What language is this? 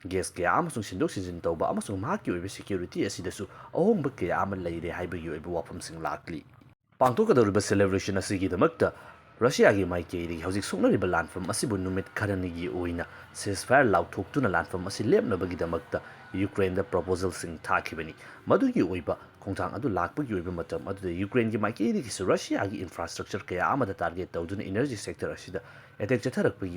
Manipuri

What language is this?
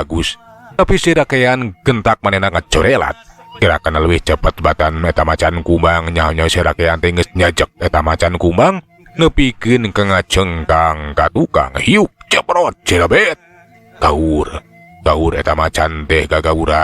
Sundanese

